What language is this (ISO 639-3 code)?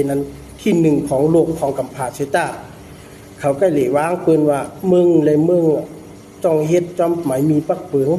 shn